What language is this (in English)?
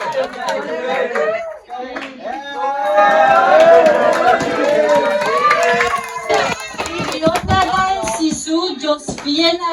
S'gaw Karen